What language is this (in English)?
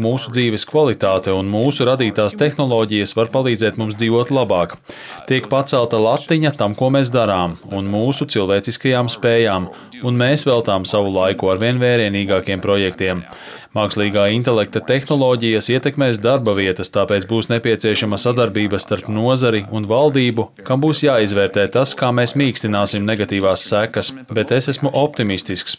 Latvian